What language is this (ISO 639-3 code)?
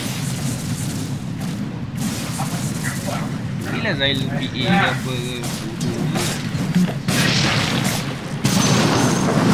msa